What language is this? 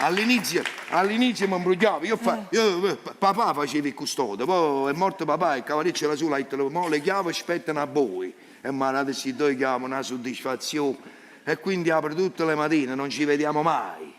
Neapolitan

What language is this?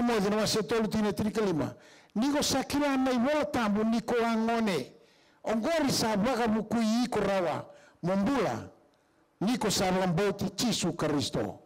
Fijian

